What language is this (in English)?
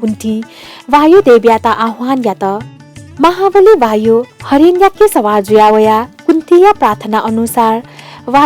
Newari